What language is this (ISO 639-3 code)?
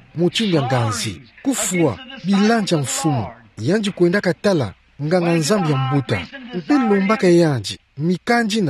ktu